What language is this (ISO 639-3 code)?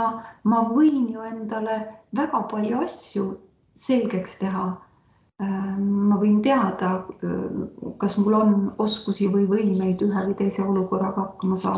est